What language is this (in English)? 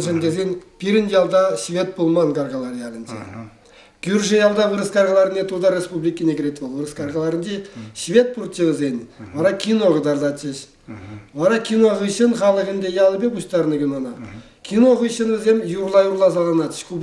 Chuvash